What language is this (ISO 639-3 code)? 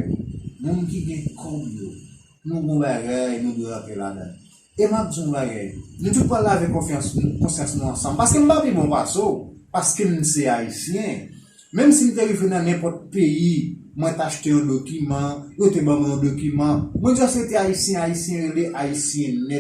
hat